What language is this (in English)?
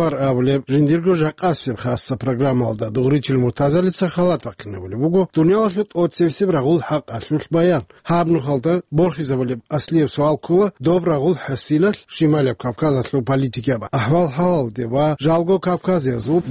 Avaric